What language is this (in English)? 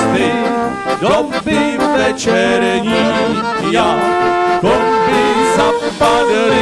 Czech